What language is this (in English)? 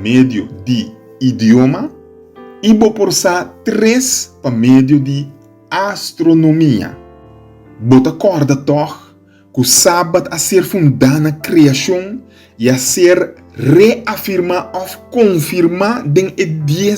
Papiamento